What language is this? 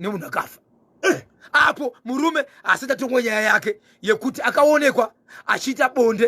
Shona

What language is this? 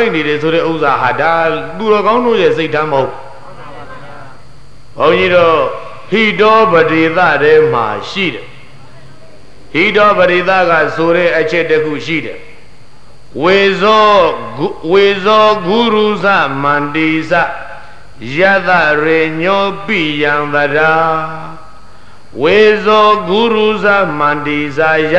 Burmese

